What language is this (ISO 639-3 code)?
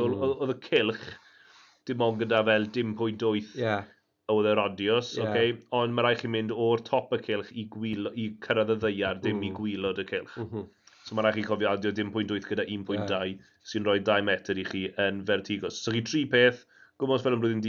cym